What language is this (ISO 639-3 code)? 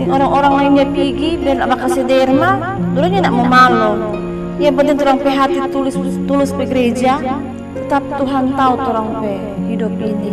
xmm